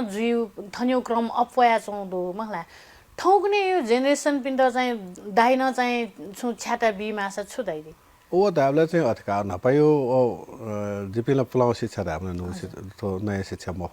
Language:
Newari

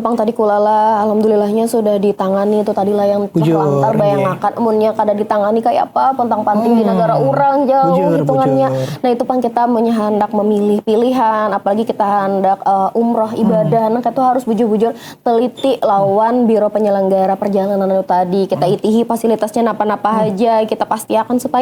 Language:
Banjar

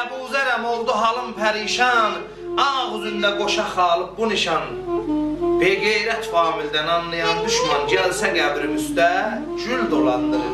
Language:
South Azerbaijani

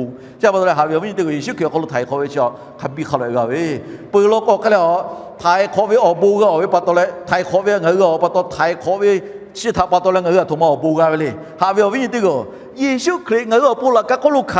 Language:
Lahu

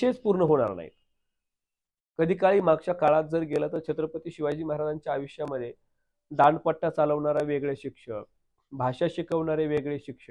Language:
Marathi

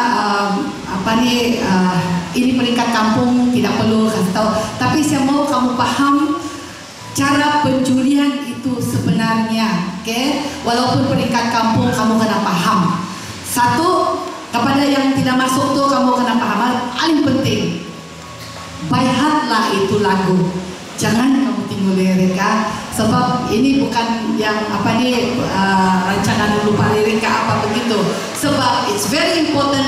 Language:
Malay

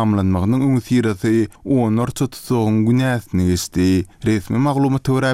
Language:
Turkmen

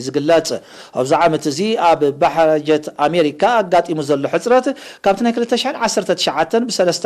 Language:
Tigrinya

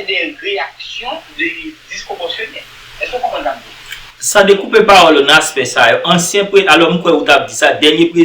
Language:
Haitian Creole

